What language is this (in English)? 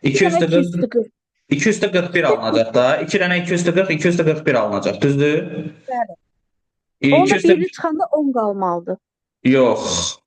Azerbaijani